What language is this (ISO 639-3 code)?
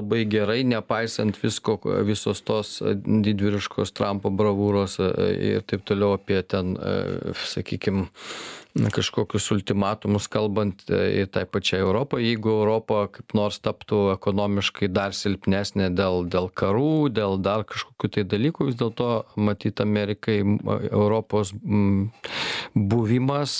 lit